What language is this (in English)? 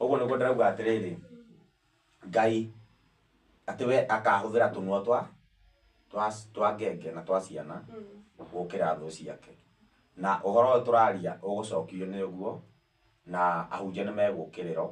Kikuyu